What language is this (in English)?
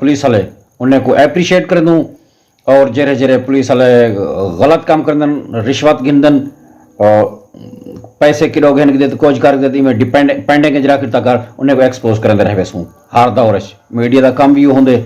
Saraiki